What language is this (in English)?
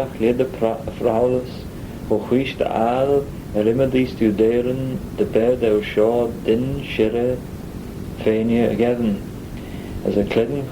Manx